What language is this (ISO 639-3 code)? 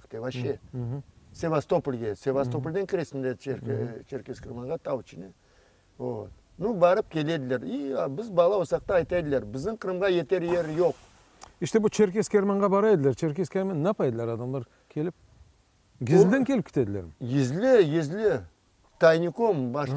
crh